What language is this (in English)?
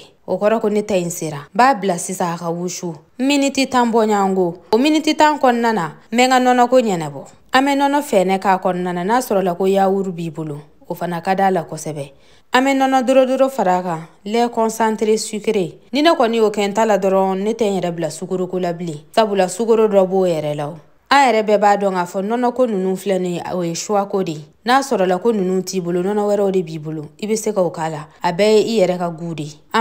Bambara